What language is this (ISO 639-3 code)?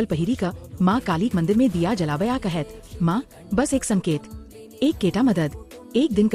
mai